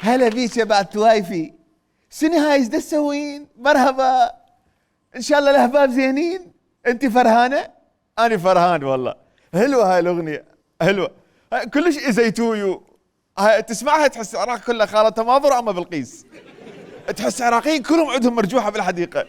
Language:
Mesopotamian Arabic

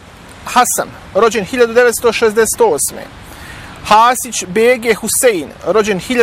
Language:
Bosnian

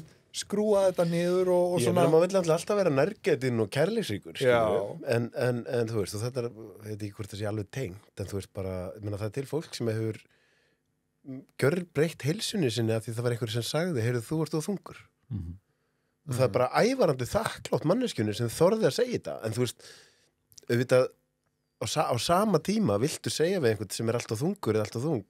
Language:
Icelandic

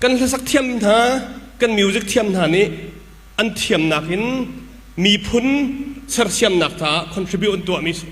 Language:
Hakha Chin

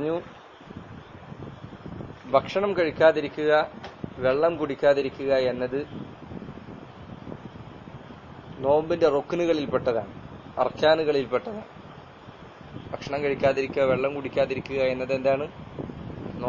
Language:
Malayalam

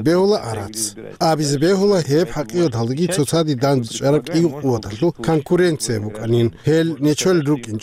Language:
Avaric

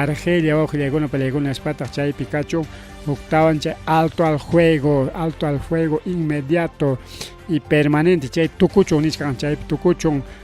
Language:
Ayacucho Quechua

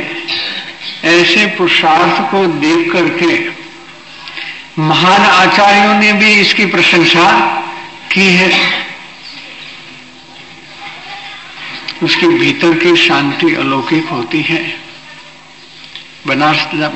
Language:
Hindi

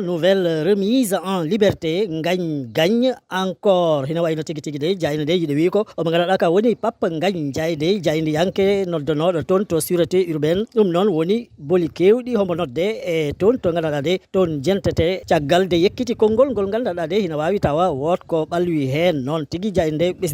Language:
Fula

